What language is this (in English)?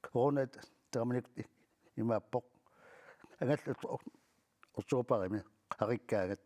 Kalaallisut